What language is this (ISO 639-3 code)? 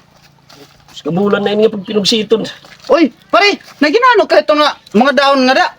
war